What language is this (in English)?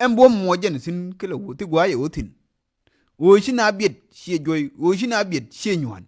Nuer